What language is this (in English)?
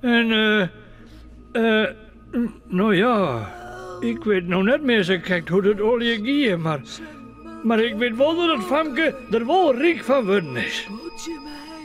Western Frisian